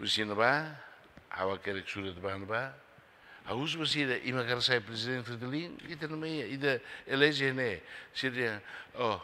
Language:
Tetum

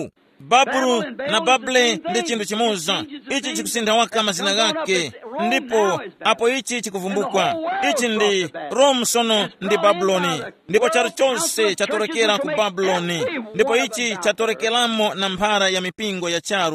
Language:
Tumbuka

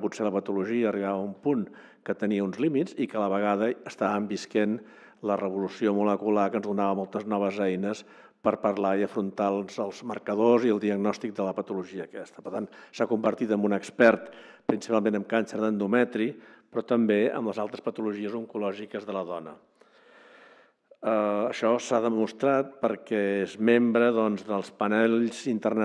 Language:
Catalan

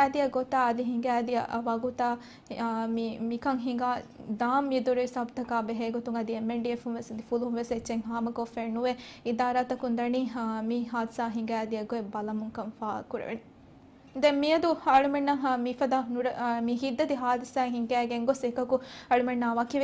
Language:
Divehi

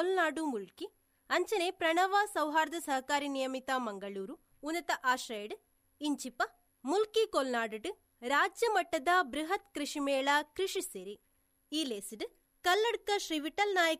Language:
Tulu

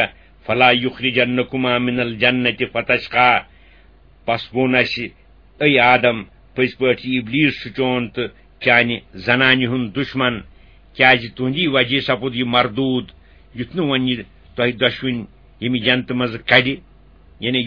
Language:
Kashmiri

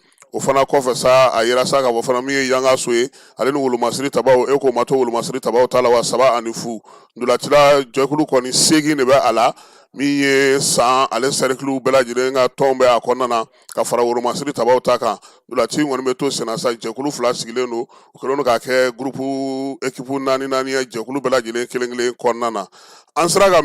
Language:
Bambara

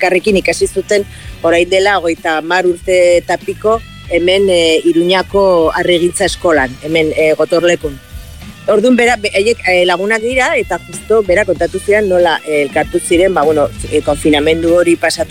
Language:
Basque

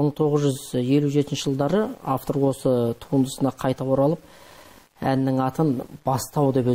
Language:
Kazakh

